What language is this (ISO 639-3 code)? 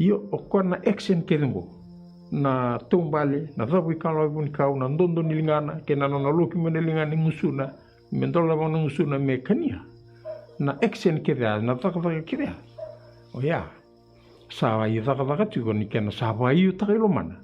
fij